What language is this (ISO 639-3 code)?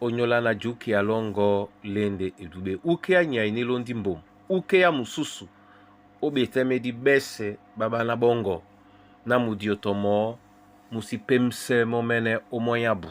dua